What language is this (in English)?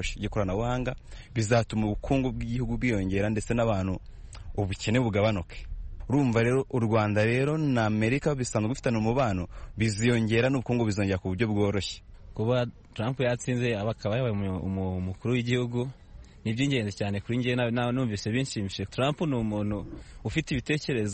Kinyarwanda